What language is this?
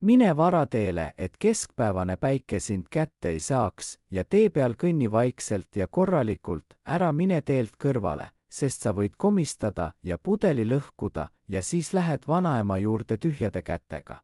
Estonian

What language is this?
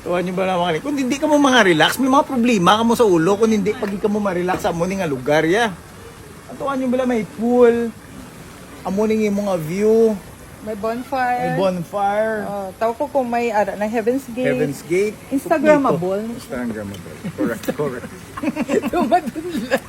Hiligaynon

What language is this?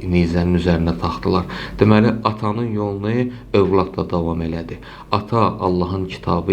Azerbaijani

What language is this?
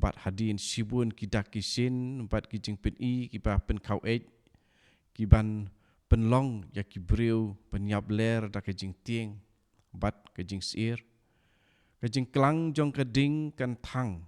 Khasi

